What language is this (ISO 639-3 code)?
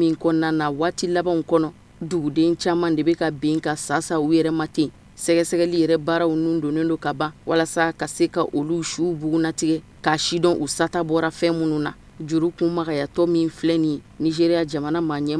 bam